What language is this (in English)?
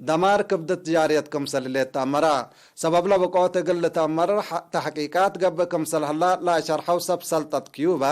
Tigre